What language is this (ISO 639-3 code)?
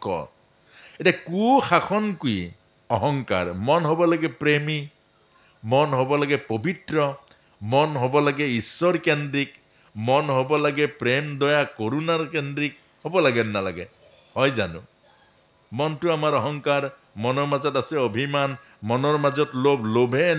asm